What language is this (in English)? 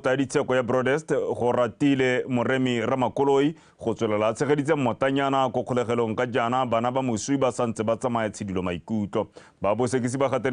Tswana